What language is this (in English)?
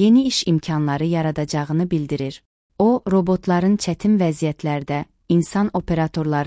Azerbaijani